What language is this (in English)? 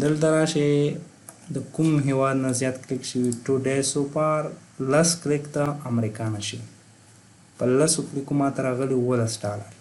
Pashto